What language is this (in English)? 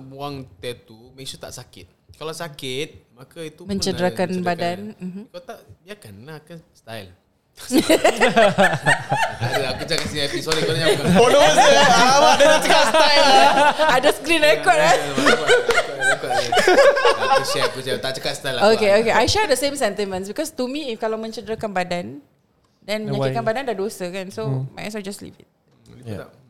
Malay